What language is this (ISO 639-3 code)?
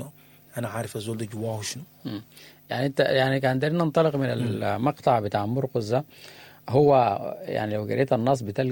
apd